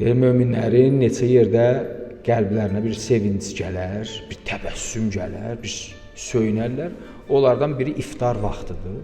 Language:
Azerbaijani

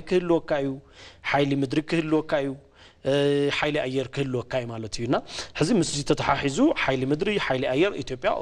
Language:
Tigrinya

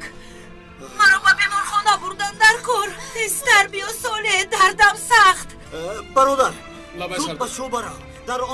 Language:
Tajik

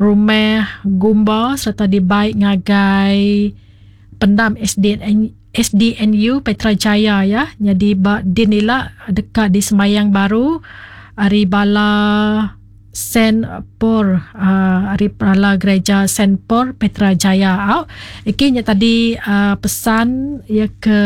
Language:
Iban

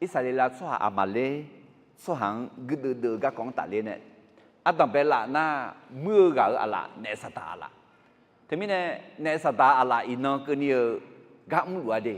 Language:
Akha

